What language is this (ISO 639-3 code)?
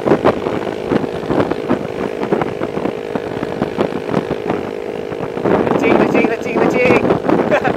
msa